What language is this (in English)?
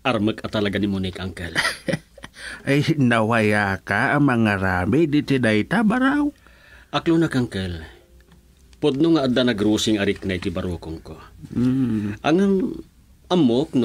Iloko